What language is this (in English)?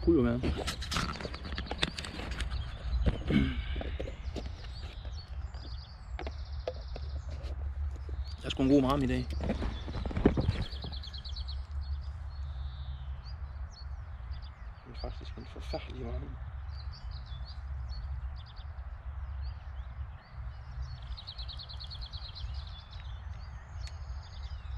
Danish